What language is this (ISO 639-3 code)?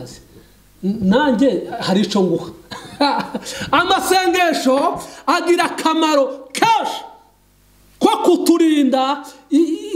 kin